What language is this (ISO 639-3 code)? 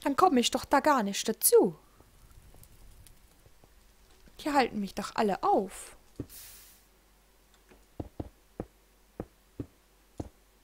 deu